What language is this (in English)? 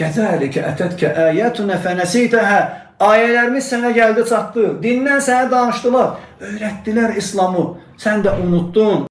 Azerbaijani